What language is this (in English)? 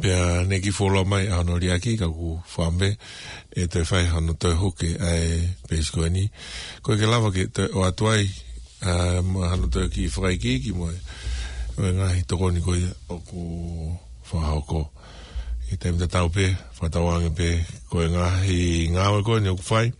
Tongan